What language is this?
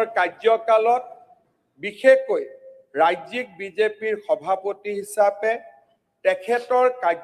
Assamese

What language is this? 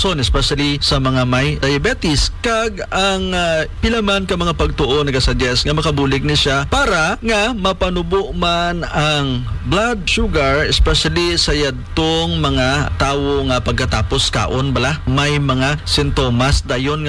Hiligaynon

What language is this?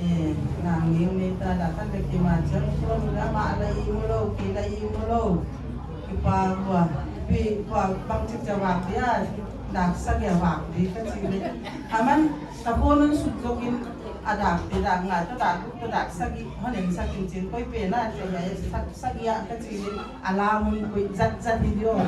Paite Chin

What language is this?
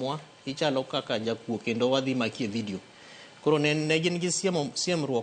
Luo (Kenya and Tanzania)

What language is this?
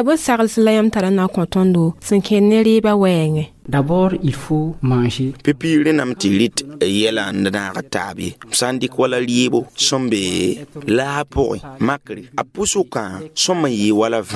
Mossi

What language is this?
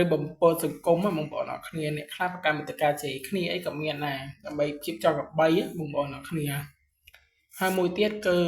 Khmer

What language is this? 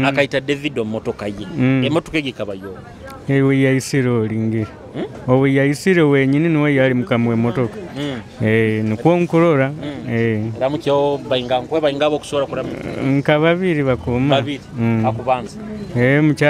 Nyoro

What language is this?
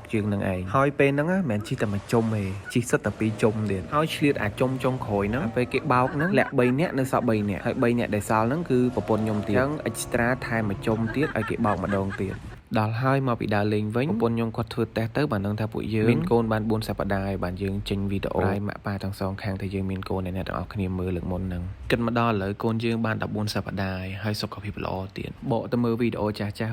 Khmer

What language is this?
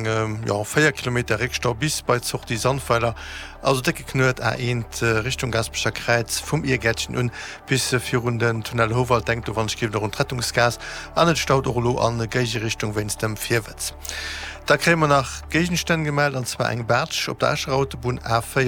Luxembourgish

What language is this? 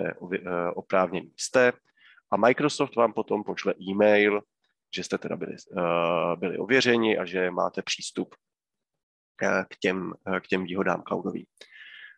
Czech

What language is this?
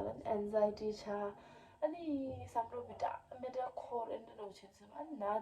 Tibetan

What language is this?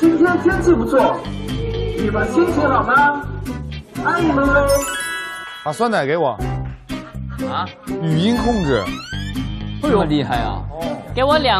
Chinese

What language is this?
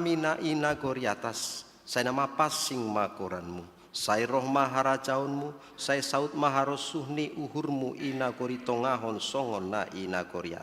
Batak Simalungun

